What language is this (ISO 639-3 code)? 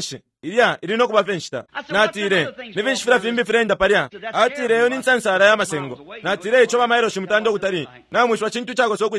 bem